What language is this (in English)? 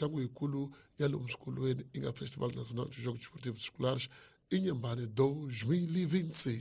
Tsonga